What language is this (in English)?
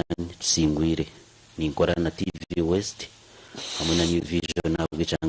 Nyankole